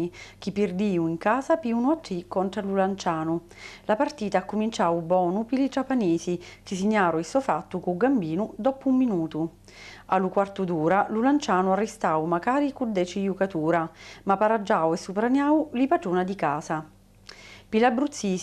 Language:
Sicilian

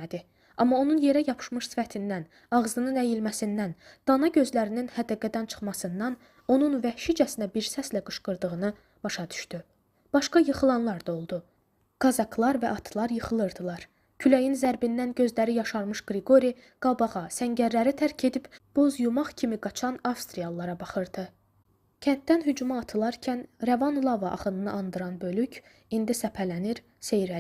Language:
Azerbaijani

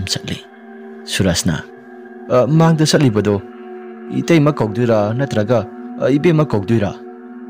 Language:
Manipuri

